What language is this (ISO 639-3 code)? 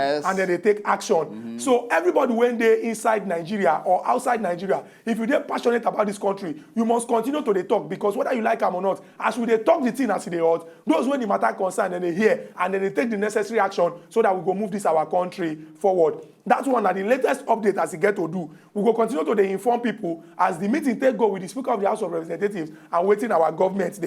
pcm